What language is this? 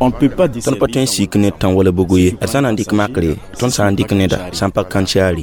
Mossi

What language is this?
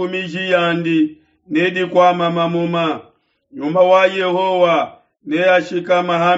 Luba-Lulua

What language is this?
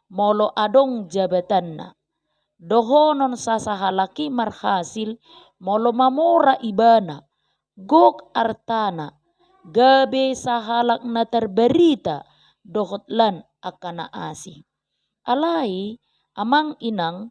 Batak Toba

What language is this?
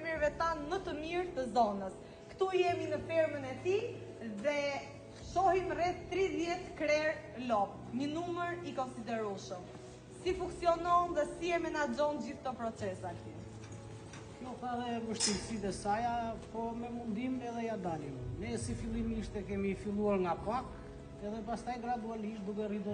Albanian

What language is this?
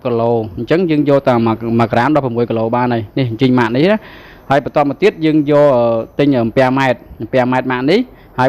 Khmer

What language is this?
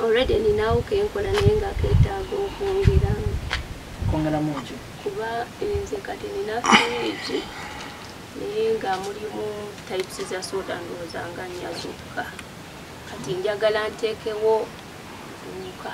Ganda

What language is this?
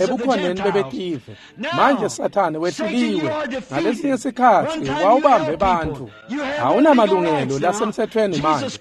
Swati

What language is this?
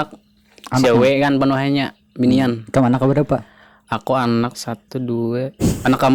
Banjar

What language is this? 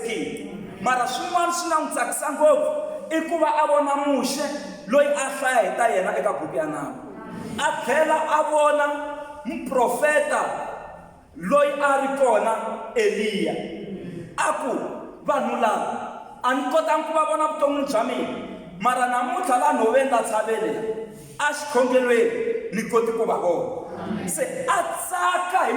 Tsonga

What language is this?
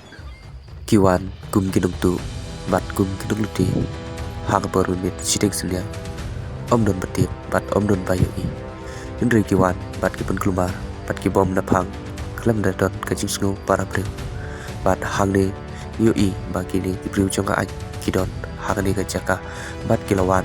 Khasi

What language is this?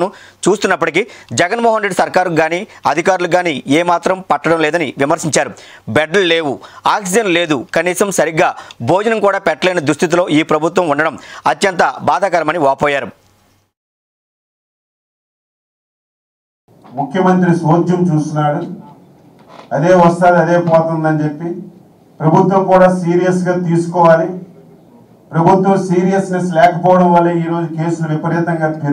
Telugu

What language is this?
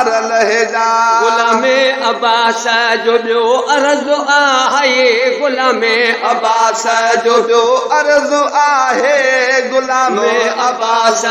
Sindhi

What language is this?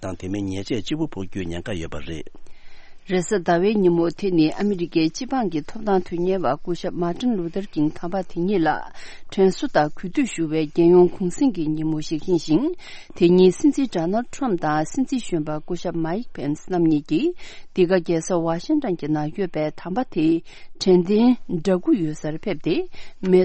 Tibetan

